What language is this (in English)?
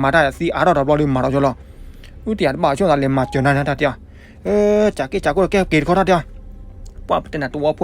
S'gaw Karen